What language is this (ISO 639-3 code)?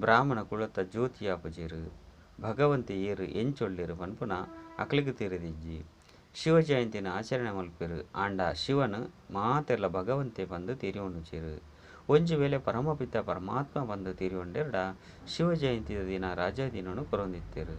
tcy